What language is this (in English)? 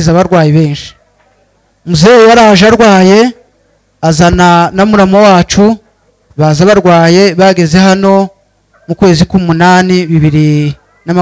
Kinyarwanda